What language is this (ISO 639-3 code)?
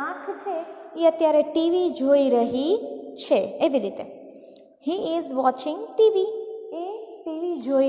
guj